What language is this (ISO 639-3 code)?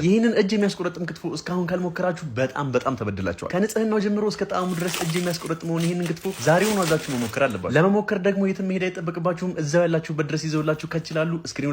amh